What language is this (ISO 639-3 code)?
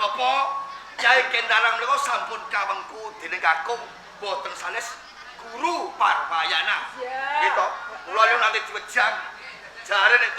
jav